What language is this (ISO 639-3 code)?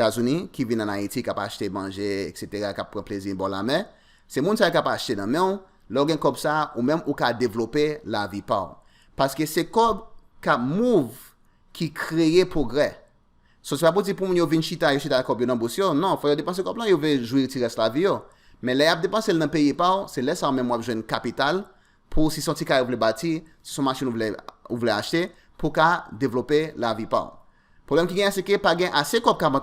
hat